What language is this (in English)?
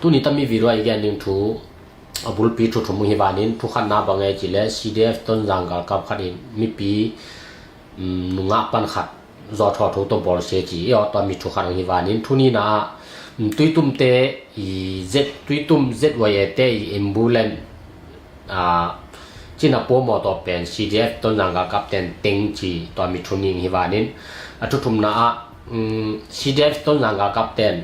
Tedim Chin